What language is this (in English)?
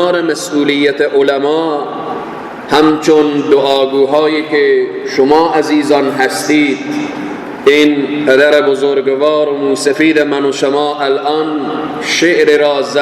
Persian